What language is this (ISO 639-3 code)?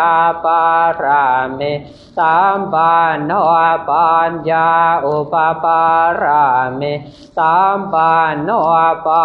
pli